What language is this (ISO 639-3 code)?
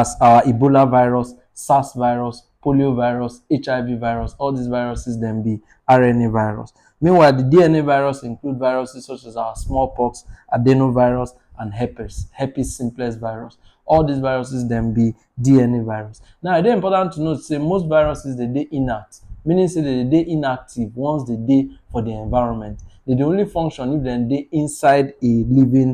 pcm